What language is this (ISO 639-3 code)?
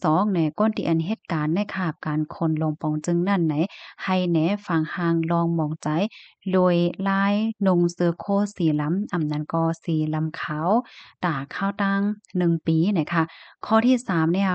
shn